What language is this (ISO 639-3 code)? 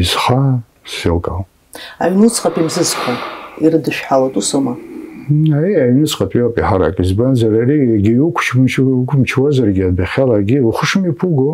abk